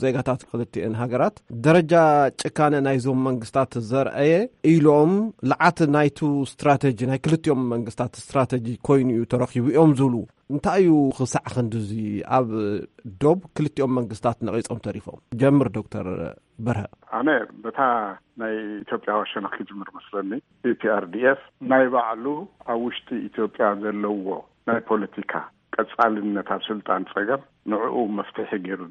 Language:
Tigrinya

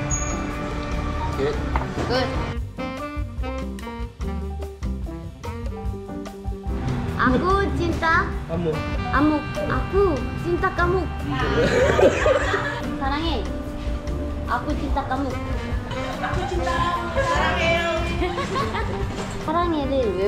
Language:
Korean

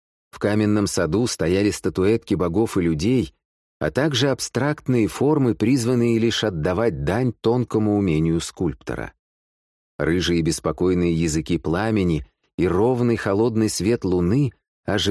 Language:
Russian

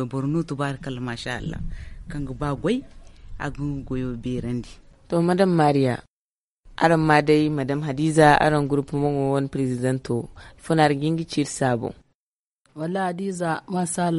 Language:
Zarma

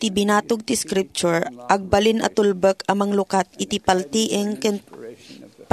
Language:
Iloko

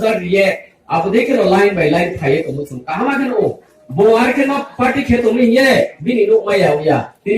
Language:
Riang (India)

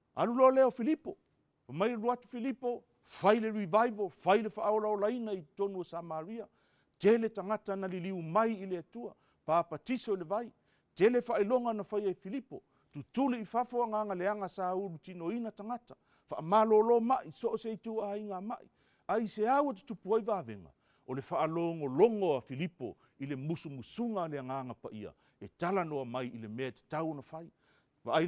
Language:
Samoan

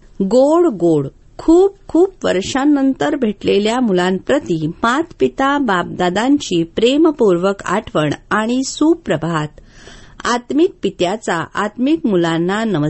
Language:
Marathi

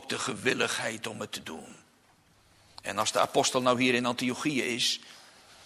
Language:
Dutch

